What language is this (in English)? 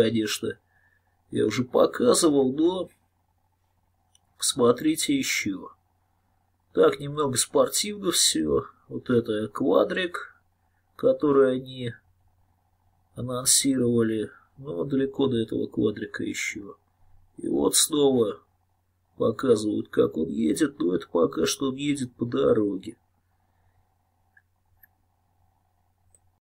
Russian